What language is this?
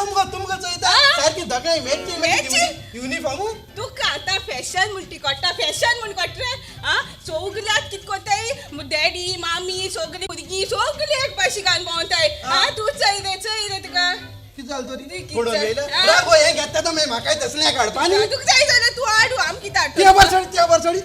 Konkani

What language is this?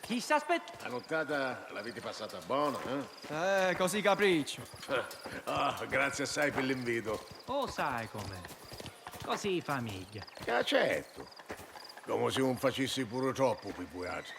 Sicilian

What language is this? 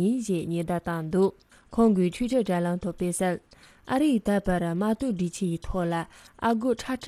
Tibetan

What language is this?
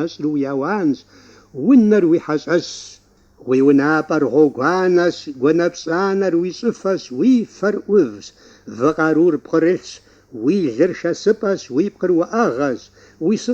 Kabardian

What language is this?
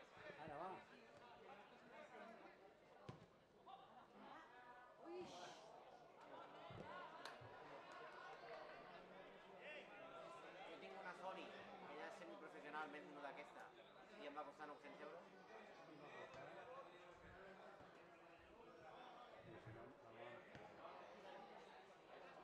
Catalan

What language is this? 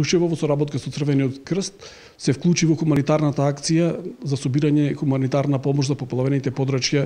Macedonian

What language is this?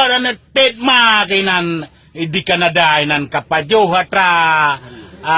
Achinese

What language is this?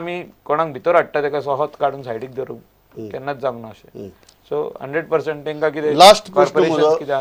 Konkani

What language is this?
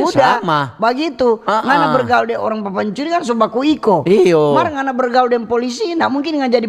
Manado Malay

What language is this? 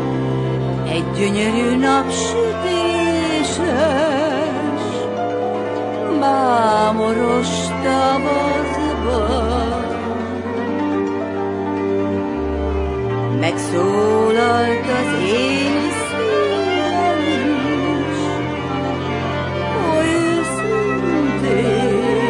Hungarian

